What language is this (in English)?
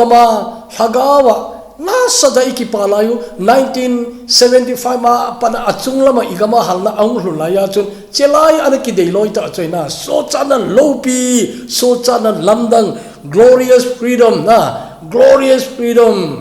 Thado Chin